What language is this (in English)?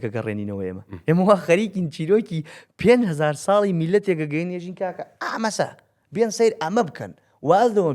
Central Kurdish